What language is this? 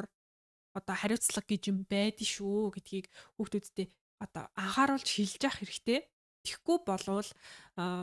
Mongolian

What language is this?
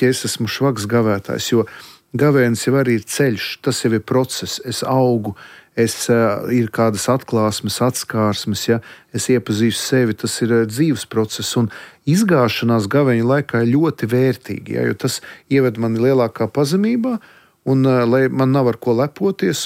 Latvian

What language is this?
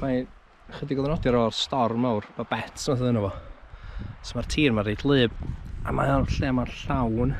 Welsh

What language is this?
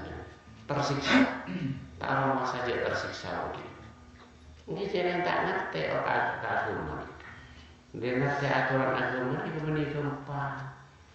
Madurese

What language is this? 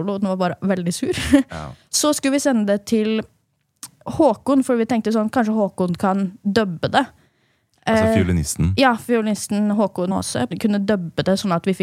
Norwegian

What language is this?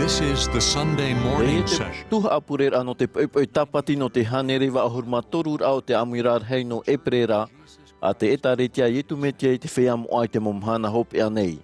Tahitian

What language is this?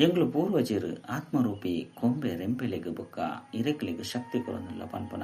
Tulu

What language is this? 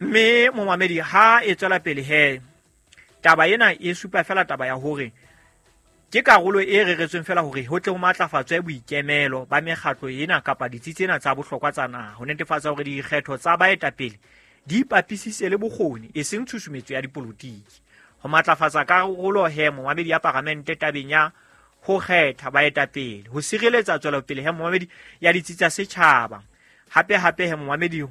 Southern Sotho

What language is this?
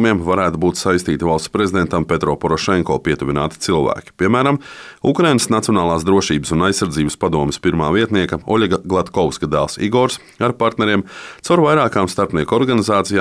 Latvian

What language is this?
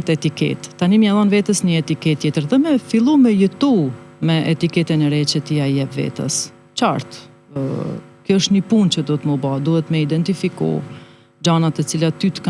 Albanian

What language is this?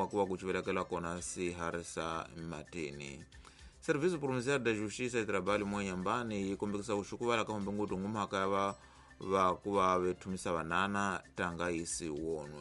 Tsonga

